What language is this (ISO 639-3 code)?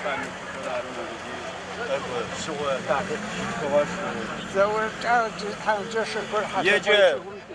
ady